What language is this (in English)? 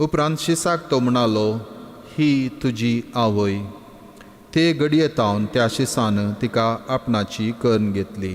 Konkani